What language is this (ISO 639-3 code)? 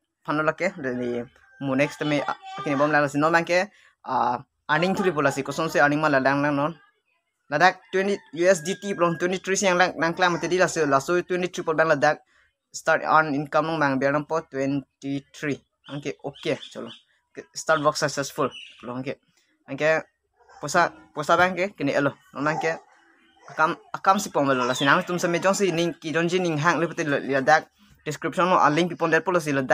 mjw